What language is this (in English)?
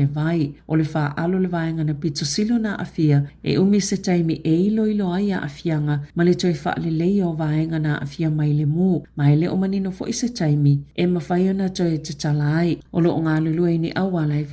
Samoan